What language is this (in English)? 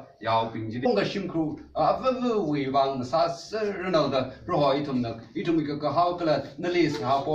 Tangkhul Naga (India)